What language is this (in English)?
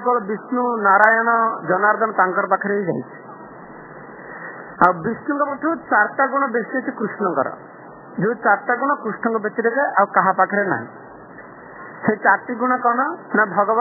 Odia